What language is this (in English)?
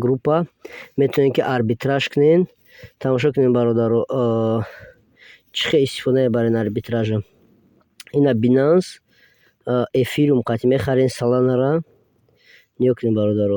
Tajik